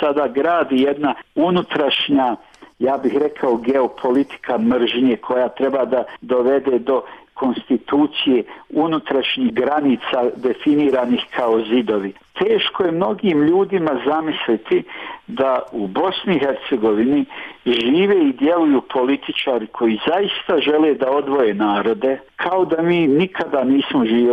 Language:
Bosnian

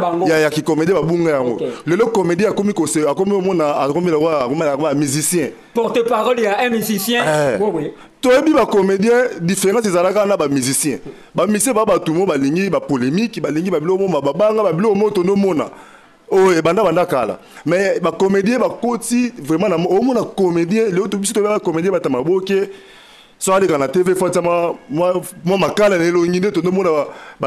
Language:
Lingala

